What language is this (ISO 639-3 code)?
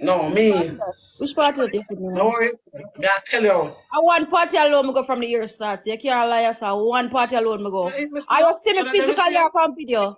jam